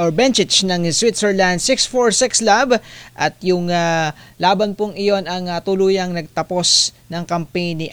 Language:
Filipino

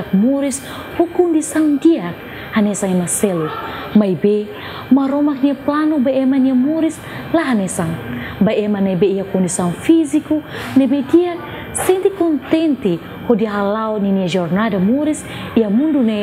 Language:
Tetum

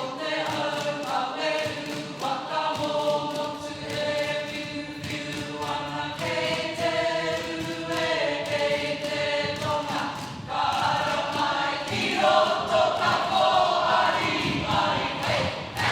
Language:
Māori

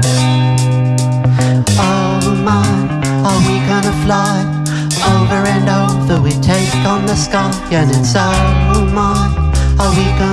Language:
English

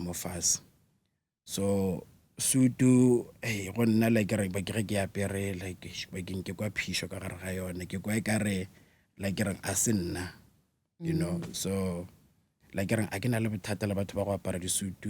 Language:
Northern Sotho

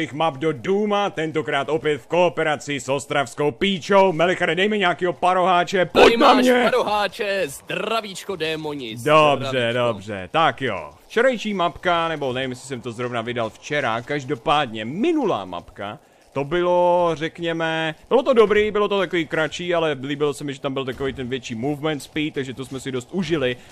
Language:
Czech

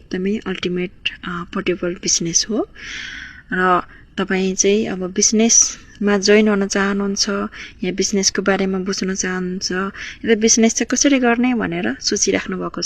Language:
Nepali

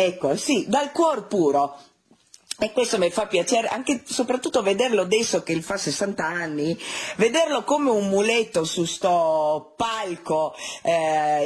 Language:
Italian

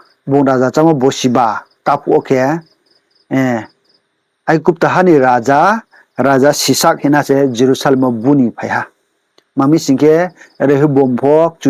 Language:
Riang (India)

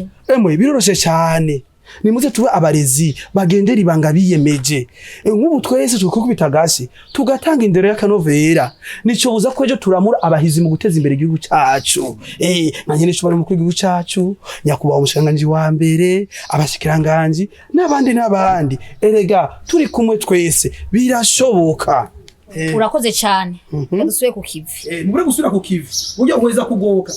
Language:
Rundi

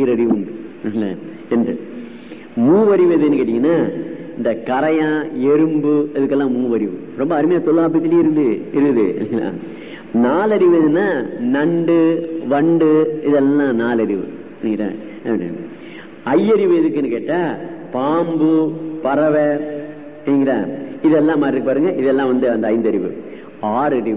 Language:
Tamil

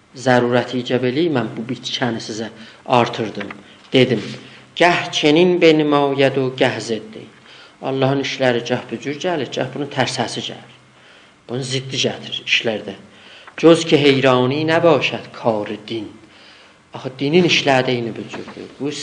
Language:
South Azerbaijani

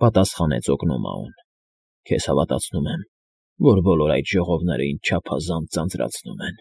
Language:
Armenian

